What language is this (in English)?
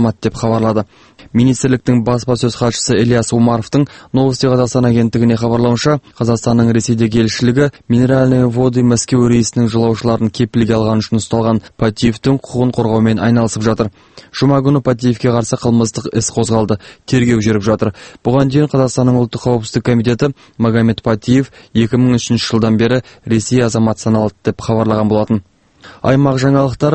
Kazakh